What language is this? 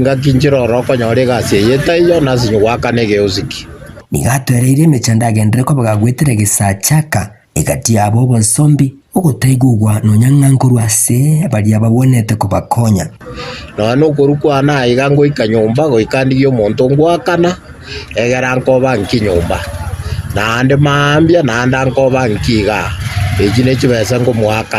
Gusii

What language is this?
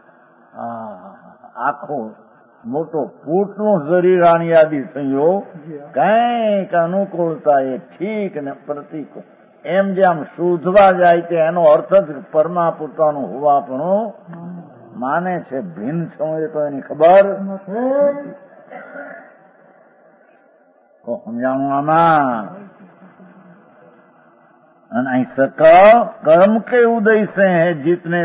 Gujarati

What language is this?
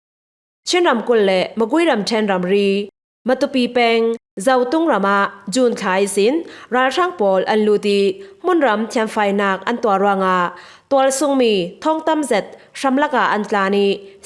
Falam Chin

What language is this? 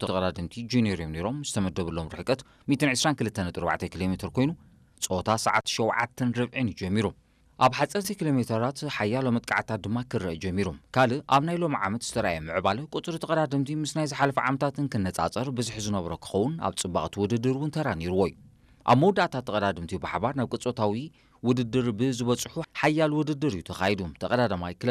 Tigrinya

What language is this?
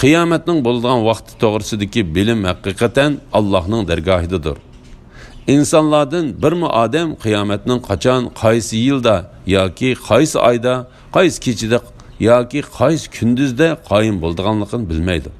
Uyghur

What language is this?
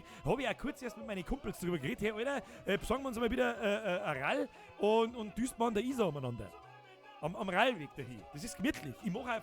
Bavarian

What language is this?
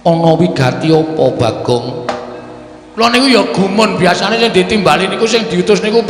Javanese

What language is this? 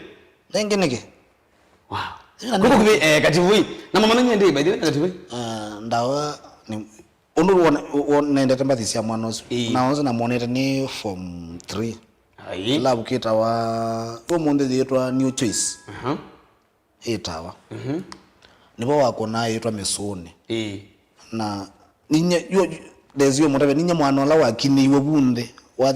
Kamba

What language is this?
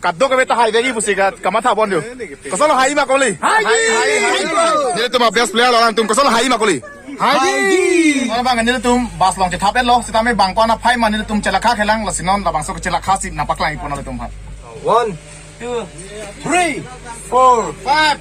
Karbi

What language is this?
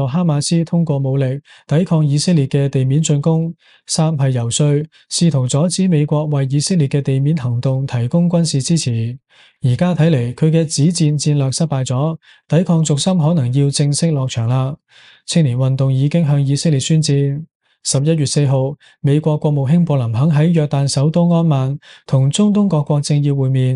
Cantonese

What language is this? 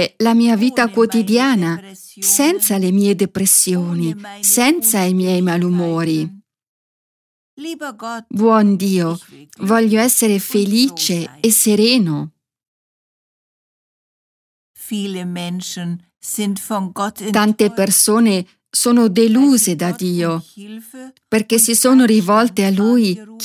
Italian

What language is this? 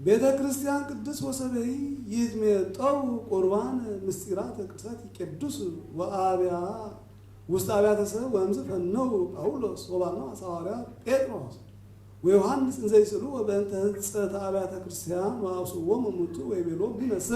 Geez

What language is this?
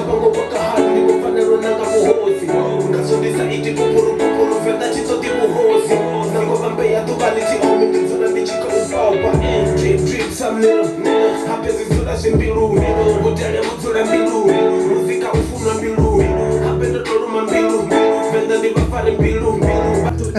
Venda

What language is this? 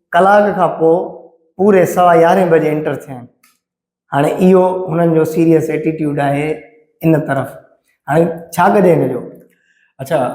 Sindhi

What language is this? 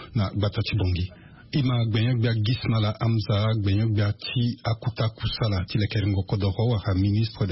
Sango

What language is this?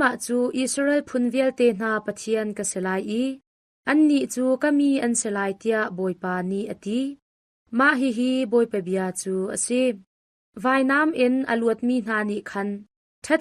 Hakha Chin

